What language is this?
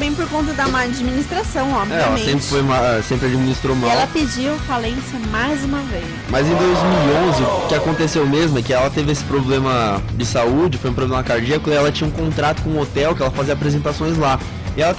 Portuguese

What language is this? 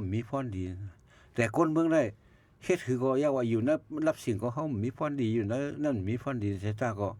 Shan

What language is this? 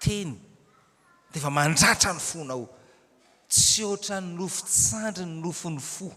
Malagasy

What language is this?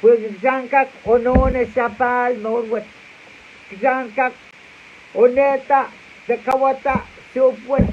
Pohnpeian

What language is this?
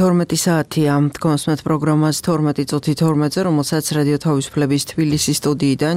Georgian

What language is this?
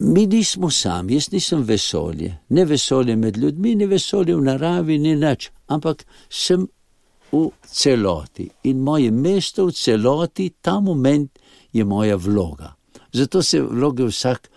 Slovenian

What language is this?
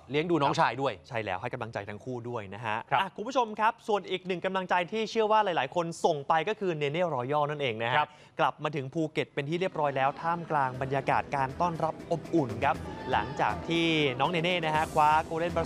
Thai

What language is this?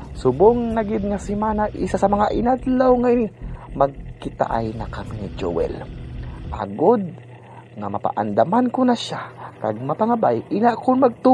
Hiligaynon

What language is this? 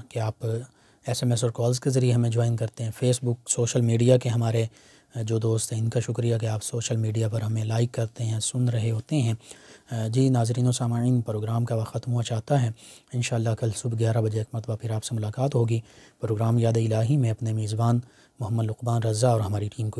Urdu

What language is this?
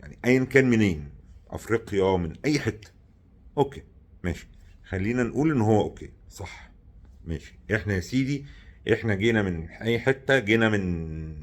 Egyptian Arabic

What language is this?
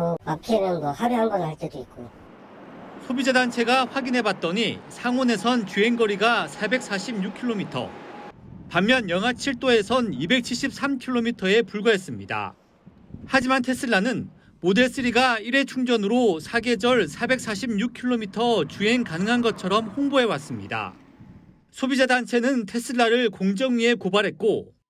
Korean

